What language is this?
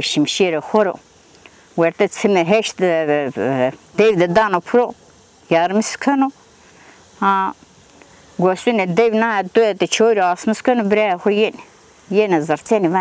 Zaza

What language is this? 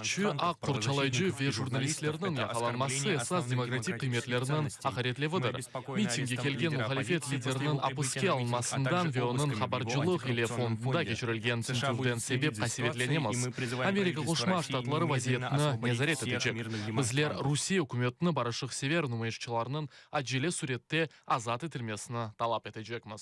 Crimean Tatar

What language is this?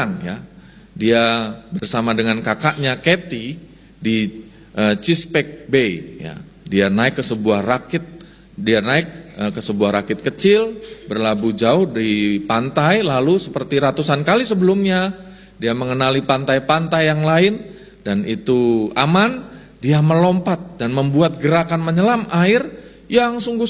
Indonesian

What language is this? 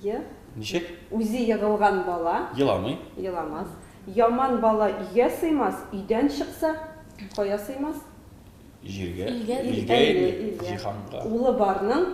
Tatar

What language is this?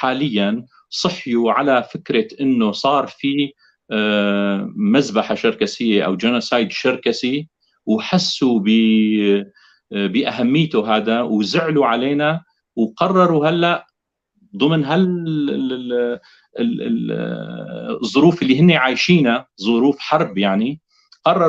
North Levantine Arabic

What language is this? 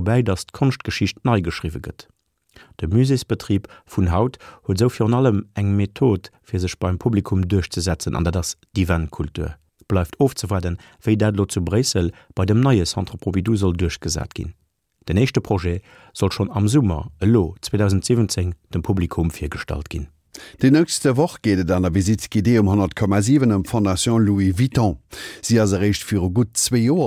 Luxembourgish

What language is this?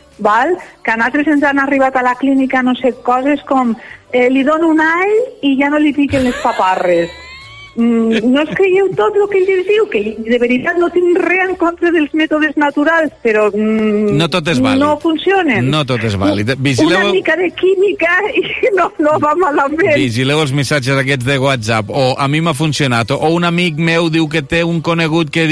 Catalan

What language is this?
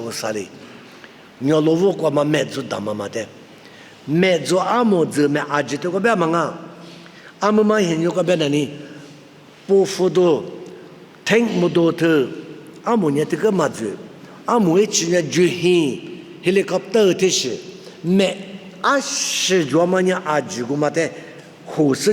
Lisu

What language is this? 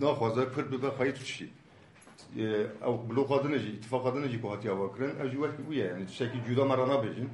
Kurdish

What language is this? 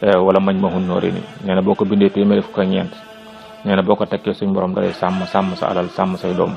Wolof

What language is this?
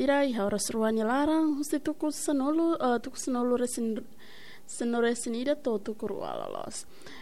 Tetum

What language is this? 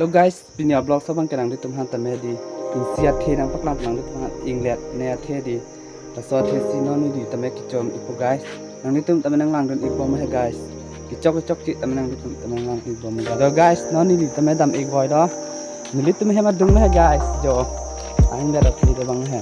Karbi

